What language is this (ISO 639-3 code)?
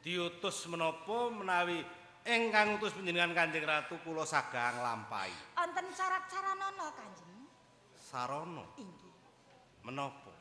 jav